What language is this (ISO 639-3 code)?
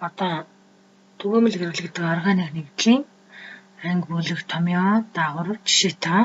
mon